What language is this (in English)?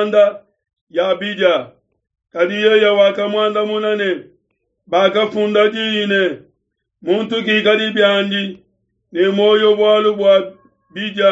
Luba-Lulua